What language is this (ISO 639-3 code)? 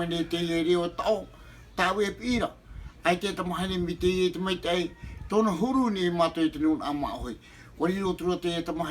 tah